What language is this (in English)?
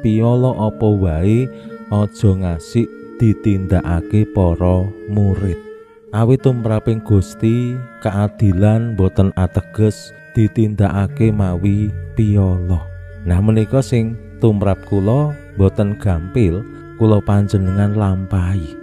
Javanese